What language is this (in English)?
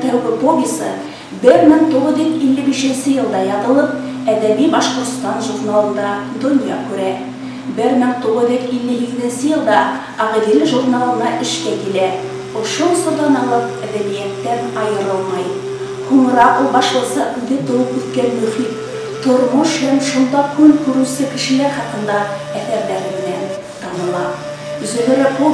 Bashkir